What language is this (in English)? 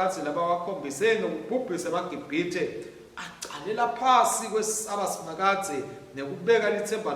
Swati